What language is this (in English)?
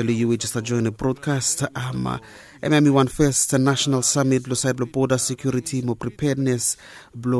Bislama